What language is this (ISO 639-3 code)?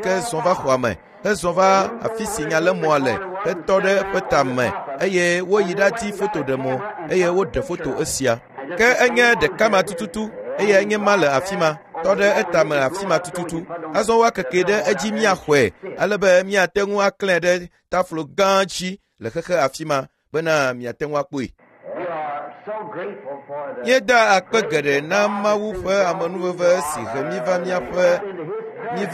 ewe